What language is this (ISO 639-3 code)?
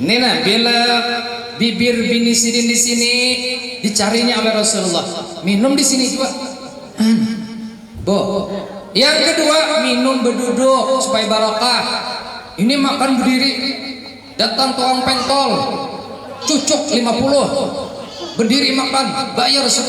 bjn